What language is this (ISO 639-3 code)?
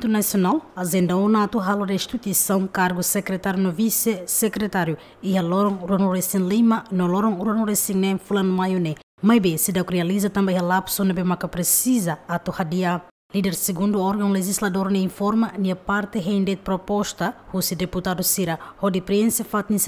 tet